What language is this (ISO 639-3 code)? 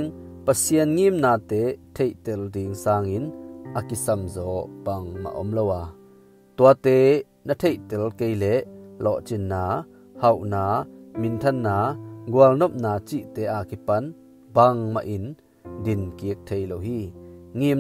ctd